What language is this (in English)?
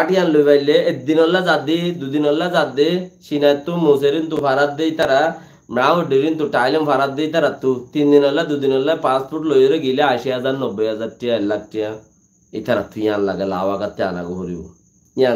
Rohingya